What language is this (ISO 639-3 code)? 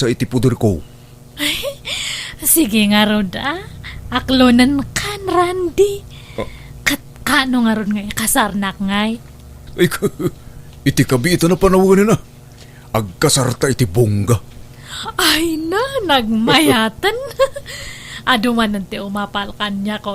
ilo